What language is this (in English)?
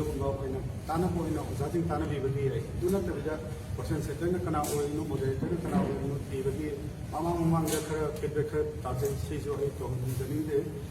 Manipuri